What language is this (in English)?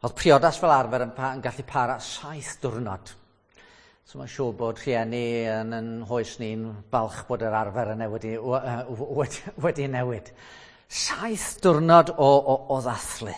Welsh